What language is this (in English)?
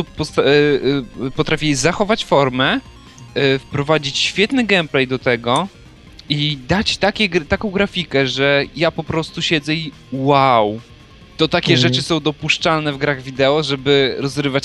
Polish